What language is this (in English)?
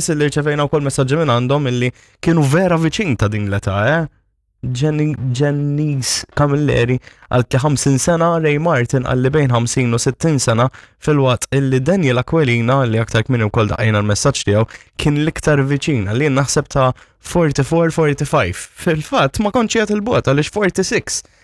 Maltese